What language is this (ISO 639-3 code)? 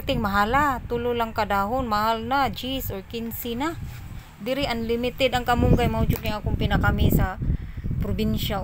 ceb